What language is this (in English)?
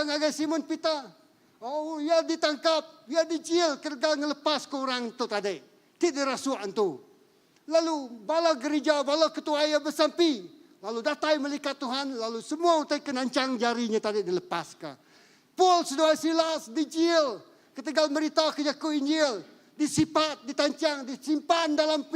Iban